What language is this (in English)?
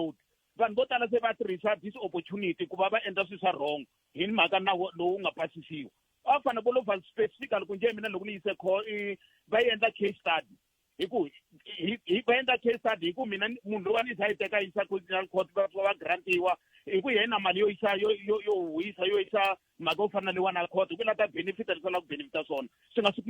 Tsonga